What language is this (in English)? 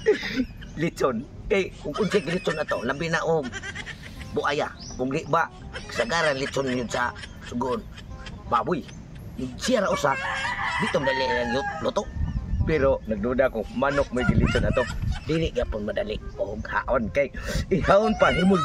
Cebuano